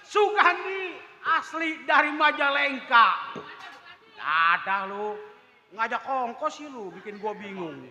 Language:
Betawi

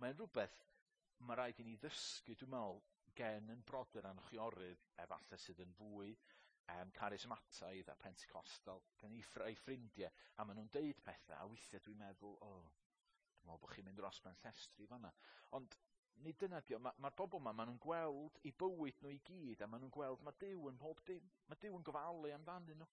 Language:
Welsh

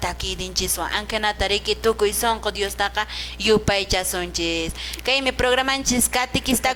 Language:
Quechua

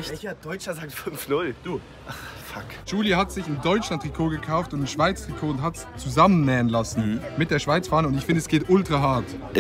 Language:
Swiss German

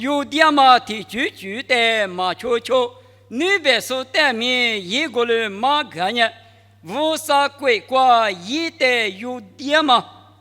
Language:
Lisu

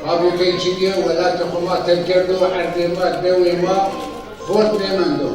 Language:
Zaza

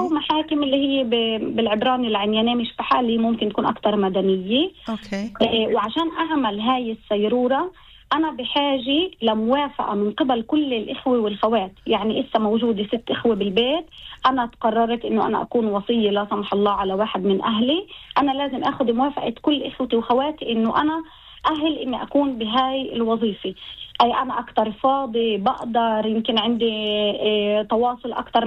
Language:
North Levantine Arabic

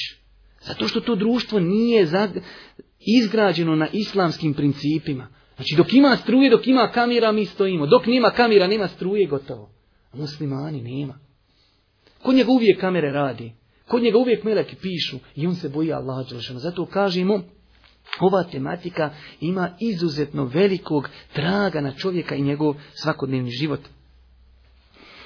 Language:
Bosnian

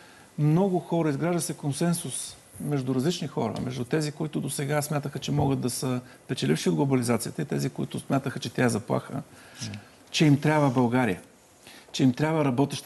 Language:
Bulgarian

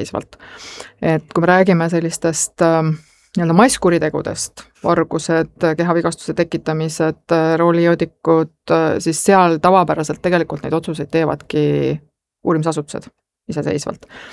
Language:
Estonian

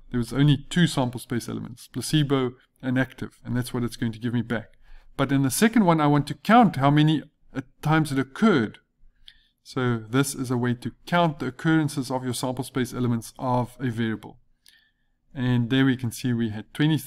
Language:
English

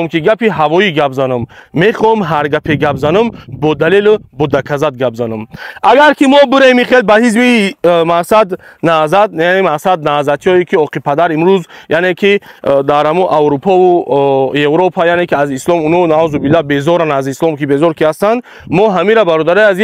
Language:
Tajik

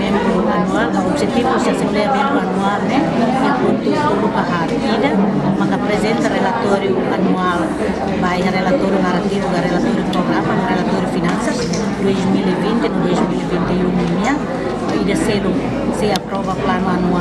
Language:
Tetum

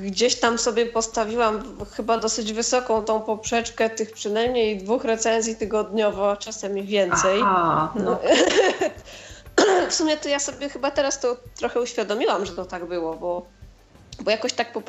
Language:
Polish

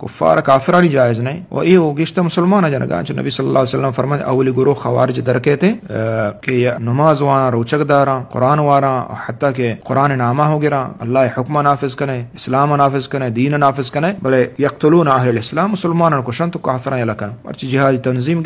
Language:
Eastern Balochi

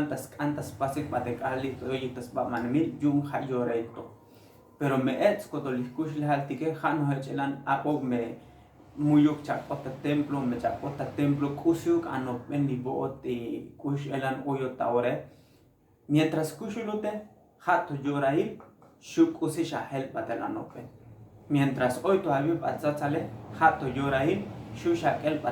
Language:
Tzotzil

